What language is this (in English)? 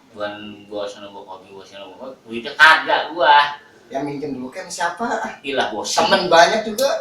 Betawi